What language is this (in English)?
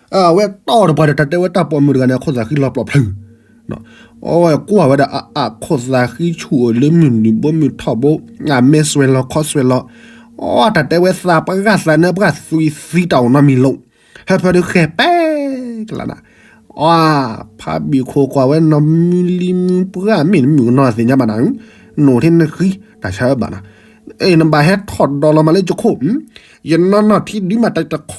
S'gaw Karen